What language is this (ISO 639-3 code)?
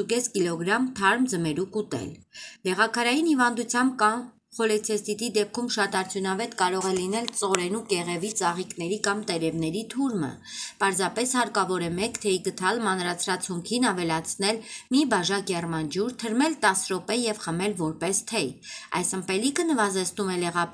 hye